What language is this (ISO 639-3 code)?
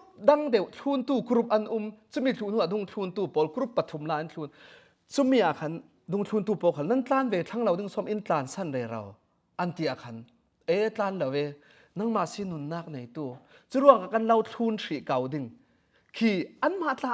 cfm